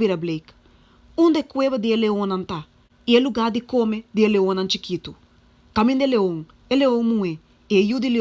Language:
Papiamento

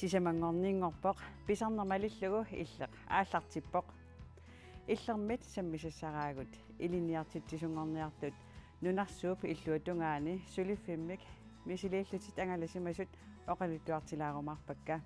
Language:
Kalaallisut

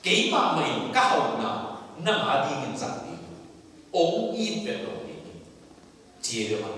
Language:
Tedim Chin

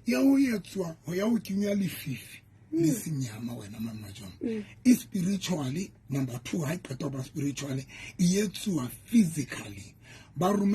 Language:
Southern Sotho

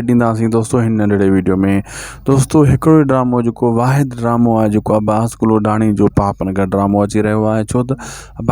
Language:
Sindhi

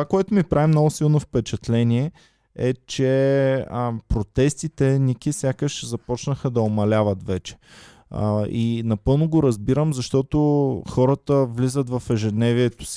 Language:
Bulgarian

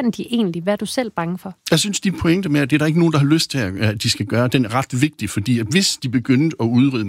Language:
Danish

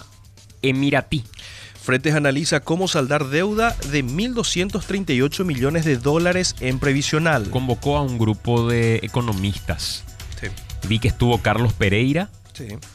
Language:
Spanish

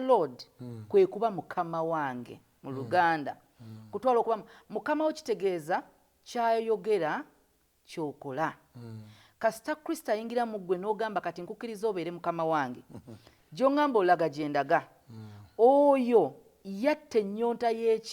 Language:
Ganda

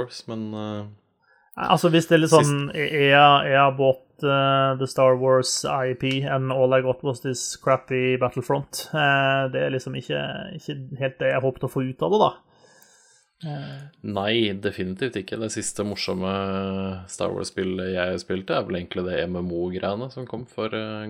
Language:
Norwegian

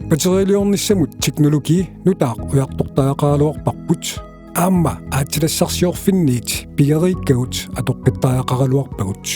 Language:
Kalaallisut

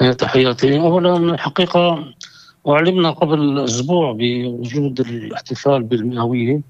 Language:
North Levantine Arabic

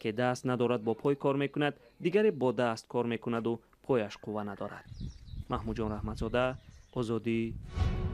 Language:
Tajik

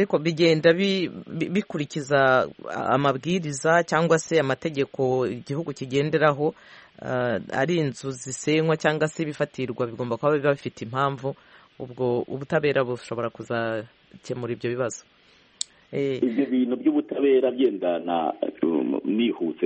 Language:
Kinyarwanda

